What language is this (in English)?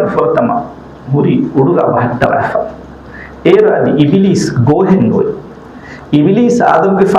Divehi